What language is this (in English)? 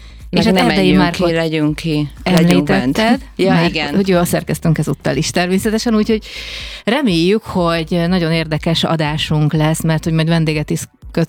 Hungarian